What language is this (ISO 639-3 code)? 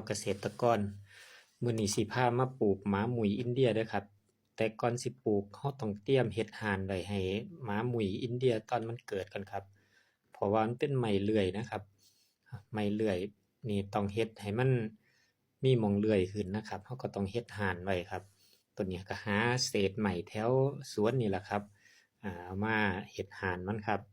tts